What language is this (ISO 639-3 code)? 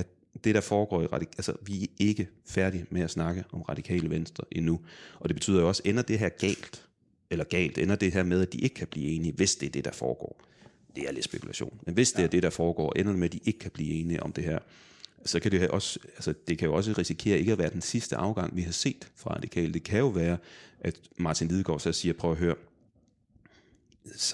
dan